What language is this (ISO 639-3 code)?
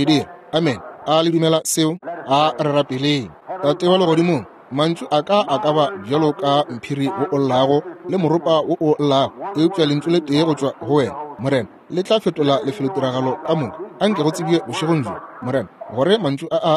nso